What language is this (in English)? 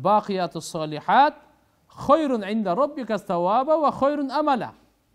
Kyrgyz